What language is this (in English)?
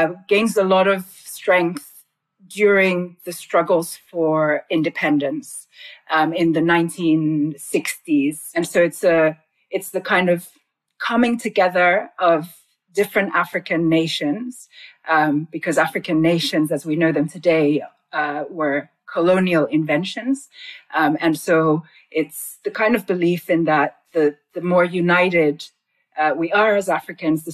English